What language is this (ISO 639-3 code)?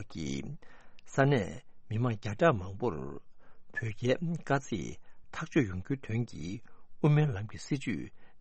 bod